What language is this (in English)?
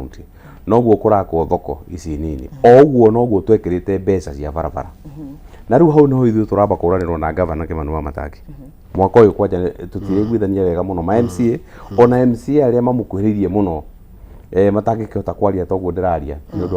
Kikuyu